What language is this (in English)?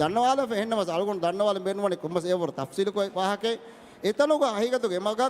Divehi